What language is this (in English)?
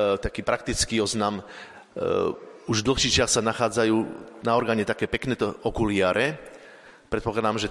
Slovak